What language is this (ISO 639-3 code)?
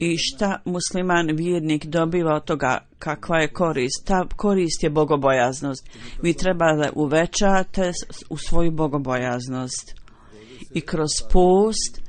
bos